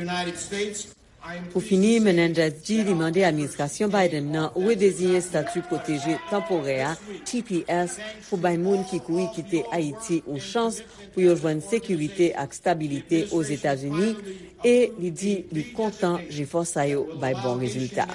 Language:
Haitian Creole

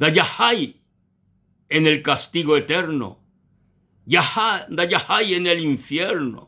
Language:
Guarani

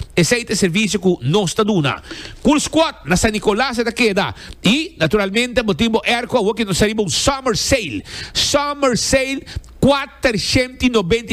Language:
Papiamento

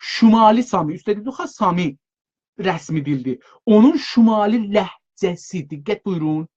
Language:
South Azerbaijani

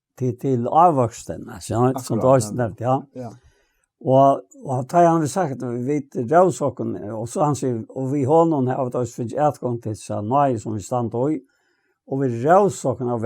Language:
Faroese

